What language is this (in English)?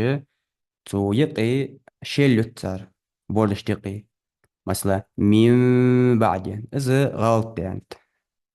Ingush